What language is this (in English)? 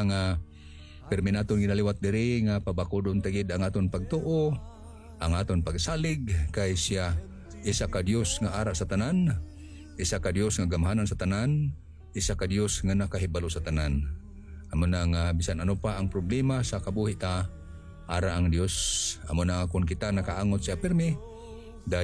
Hiligaynon